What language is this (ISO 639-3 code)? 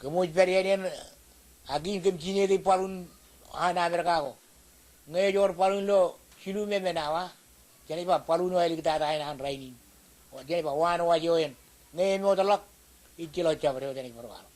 mah